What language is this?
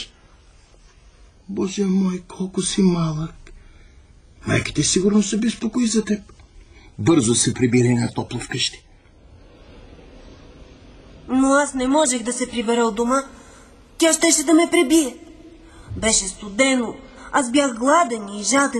Bulgarian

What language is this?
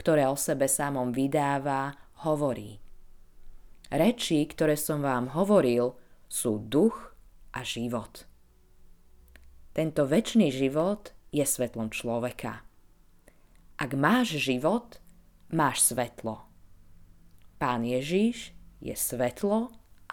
Slovak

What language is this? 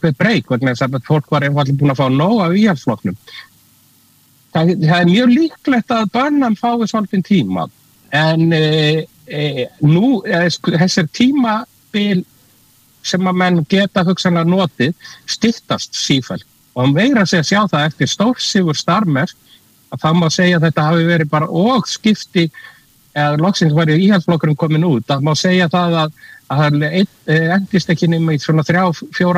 Icelandic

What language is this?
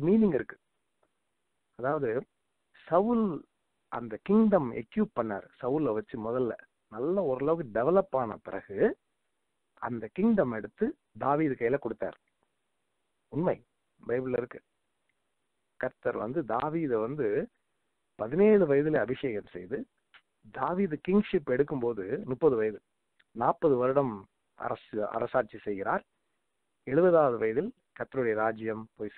Tamil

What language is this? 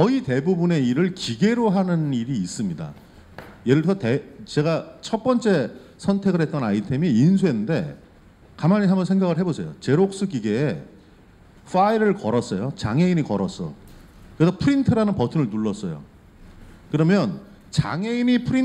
Korean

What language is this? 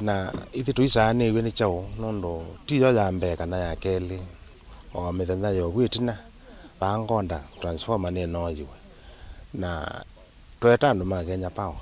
Kamba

